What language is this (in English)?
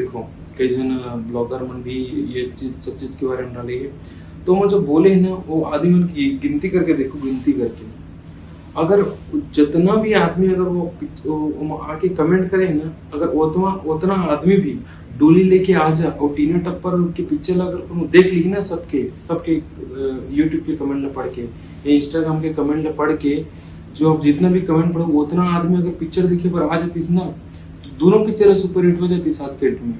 Chhattisgarhi